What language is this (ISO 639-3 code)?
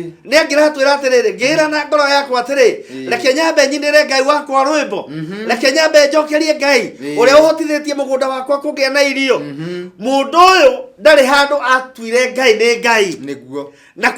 kik